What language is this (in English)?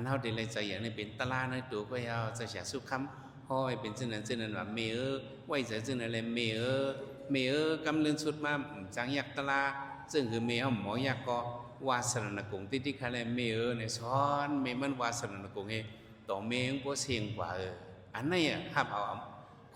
Shan